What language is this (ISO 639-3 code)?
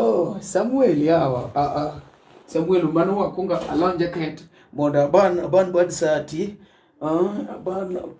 luo